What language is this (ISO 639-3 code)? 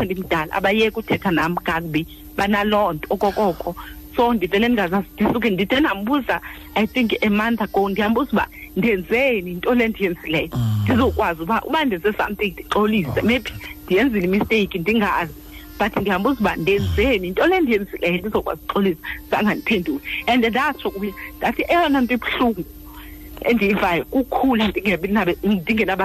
xho